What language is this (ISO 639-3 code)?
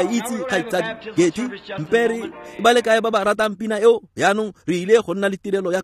tsn